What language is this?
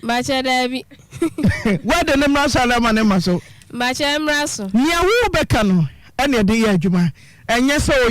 Akan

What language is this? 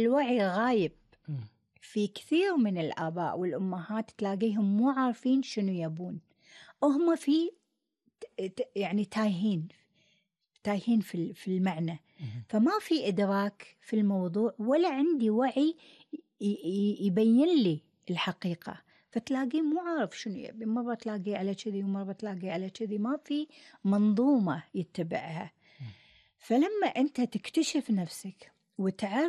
Gulf Arabic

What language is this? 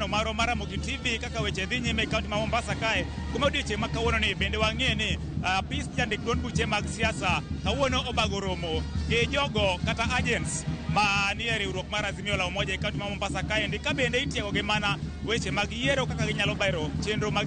Luo (Kenya and Tanzania)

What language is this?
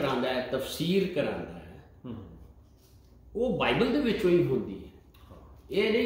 Punjabi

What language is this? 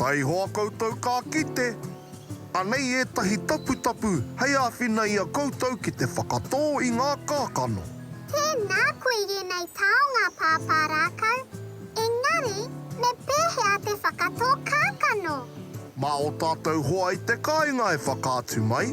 Māori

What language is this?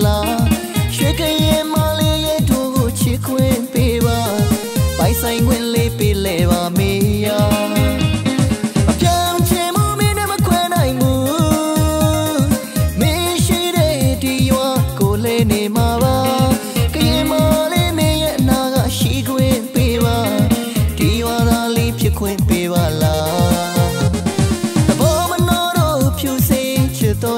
Burmese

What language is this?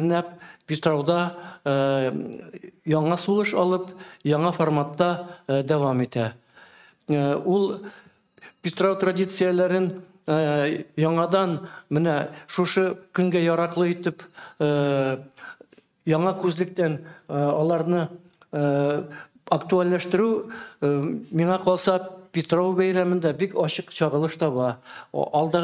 Tatar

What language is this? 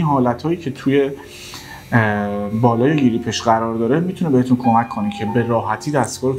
Persian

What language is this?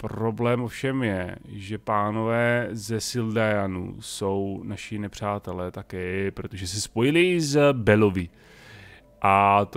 Czech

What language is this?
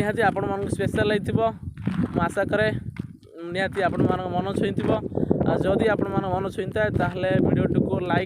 Odia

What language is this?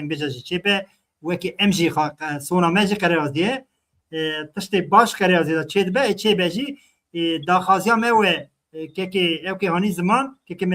Kurdish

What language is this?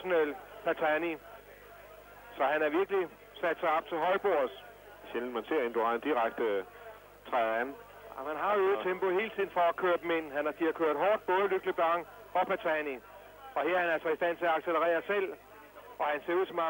Danish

